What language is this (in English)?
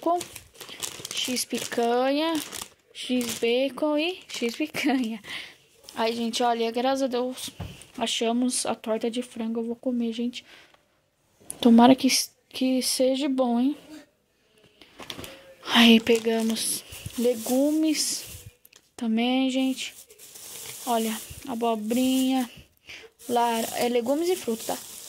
Portuguese